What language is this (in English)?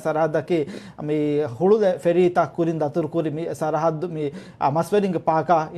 Divehi